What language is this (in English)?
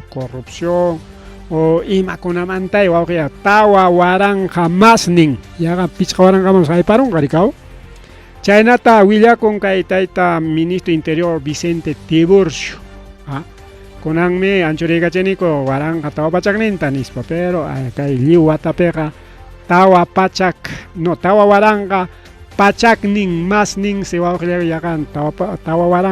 Ayacucho Quechua